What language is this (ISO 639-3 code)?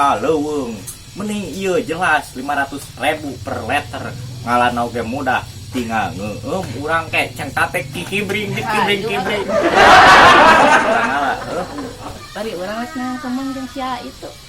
sun